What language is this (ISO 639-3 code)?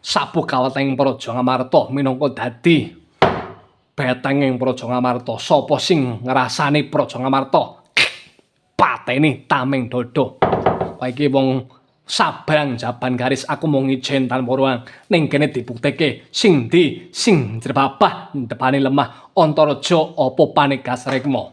jav